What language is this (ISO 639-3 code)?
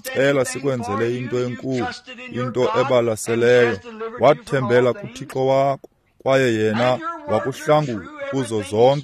xho